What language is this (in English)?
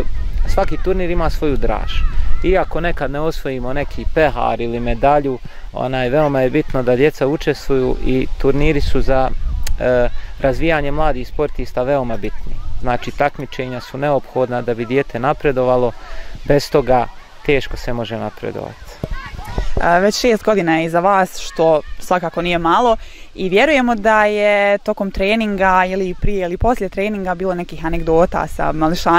Bosnian